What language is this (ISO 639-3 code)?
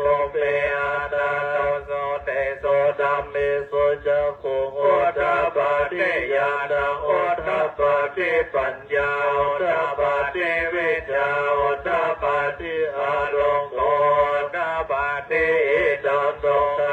pli